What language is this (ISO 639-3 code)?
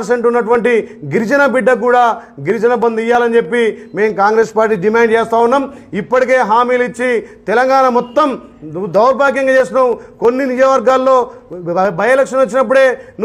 tel